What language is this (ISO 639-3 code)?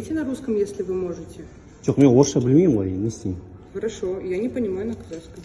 kaz